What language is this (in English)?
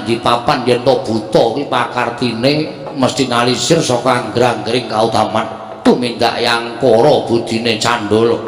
Javanese